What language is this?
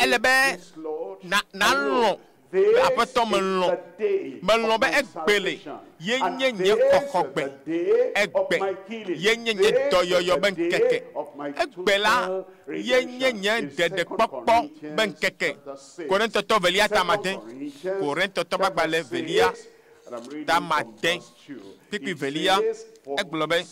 Ewe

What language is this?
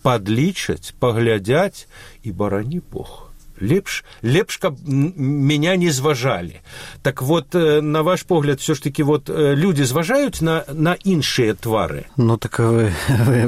Belarusian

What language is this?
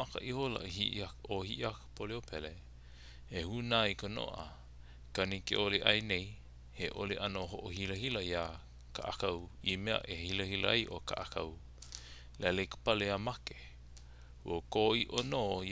Hawaiian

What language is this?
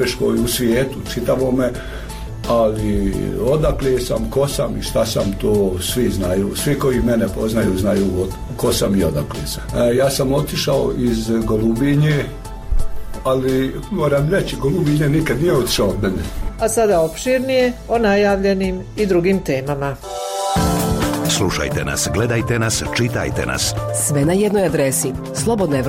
Bosnian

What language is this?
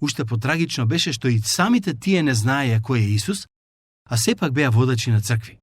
Macedonian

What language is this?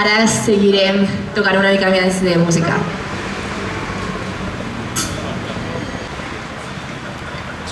Catalan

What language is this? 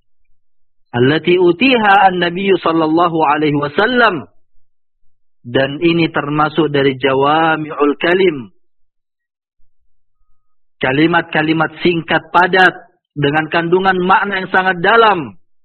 Indonesian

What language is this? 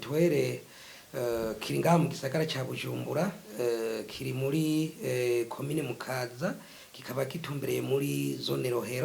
Rundi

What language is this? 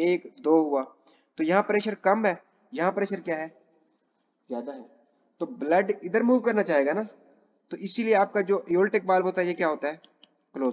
Hindi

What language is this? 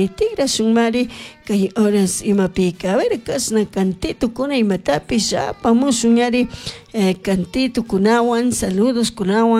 Chimborazo Highland Quichua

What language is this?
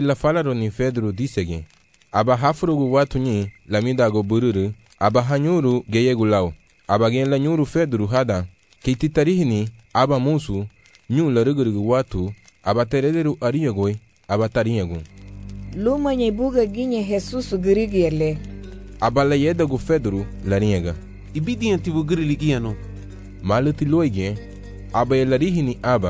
Garifuna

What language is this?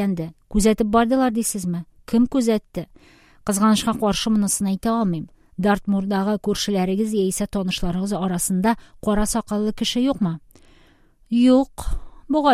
Tatar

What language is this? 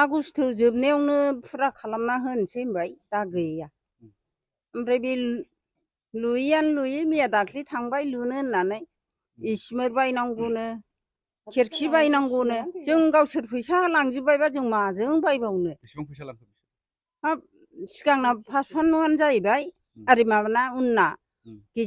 Bodo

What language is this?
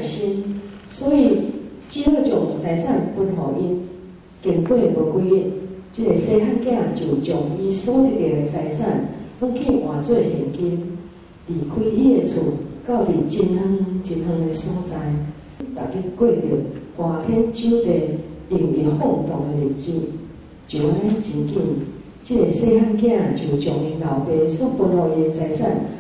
Min Nan Chinese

